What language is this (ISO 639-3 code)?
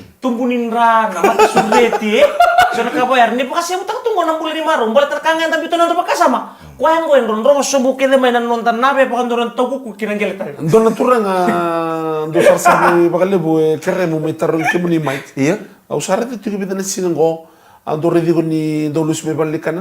fij